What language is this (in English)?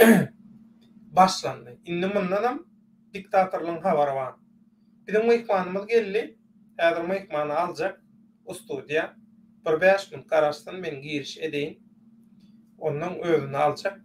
Turkmen